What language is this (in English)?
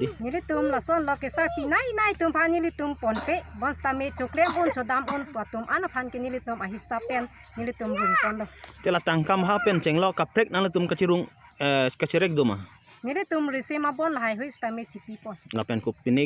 Karbi